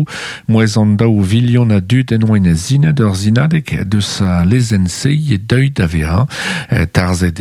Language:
Breton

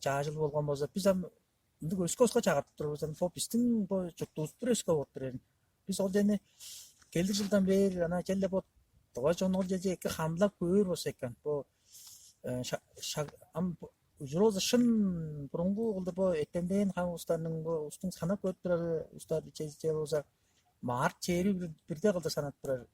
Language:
Tuvinian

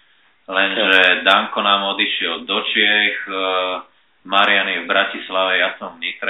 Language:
Slovak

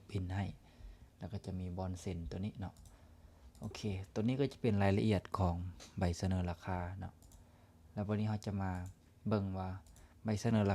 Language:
Lao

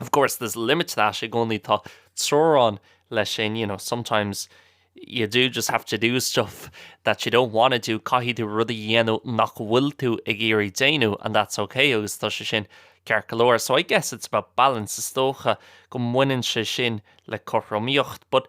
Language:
Irish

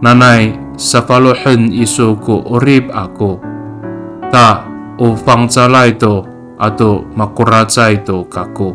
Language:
Amis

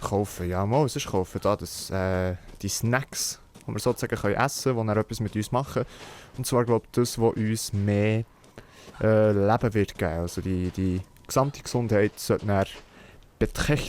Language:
Swiss German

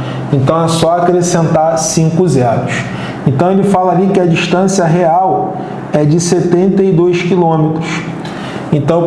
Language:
Portuguese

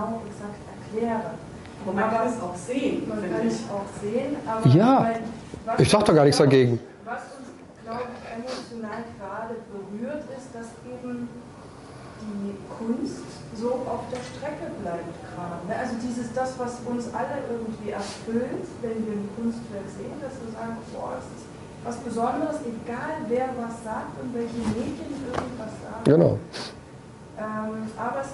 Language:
German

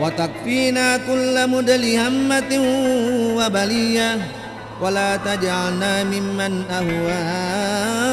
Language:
Buginese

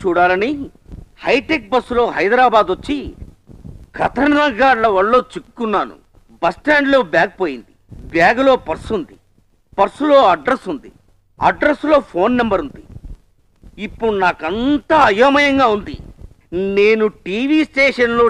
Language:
Telugu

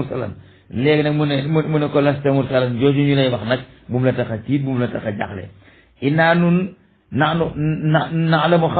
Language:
Wolof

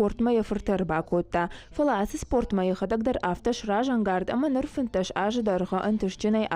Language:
Ossetic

